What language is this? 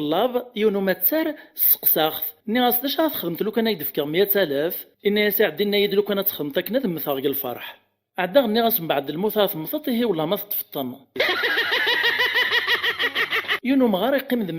Kabyle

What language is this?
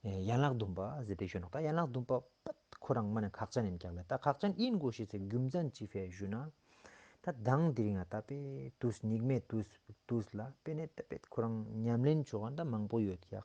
Ladakhi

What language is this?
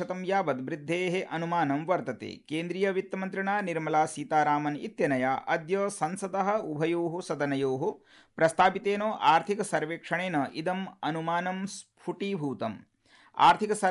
Sanskrit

